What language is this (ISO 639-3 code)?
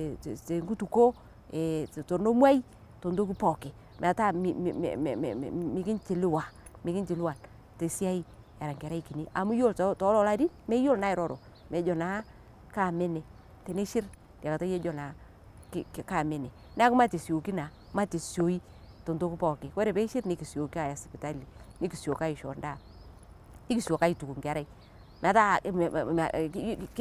mas